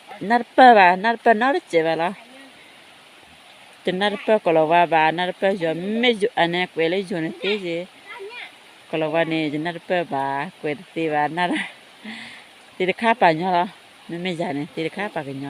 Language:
S'gaw Karen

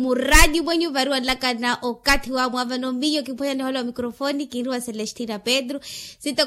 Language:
Makhuwa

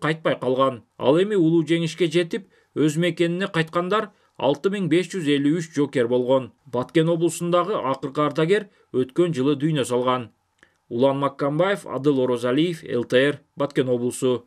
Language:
Kyrgyz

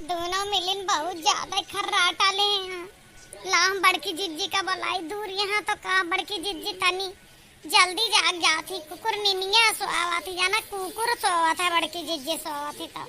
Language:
Awadhi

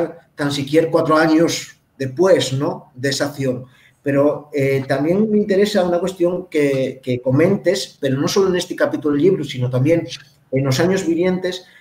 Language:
Asturian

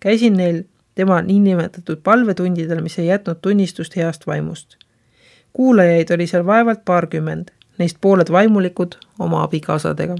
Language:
Estonian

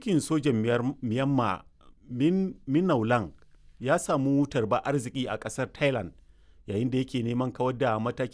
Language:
Hausa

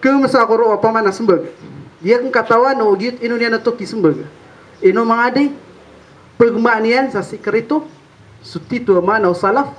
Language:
Maranao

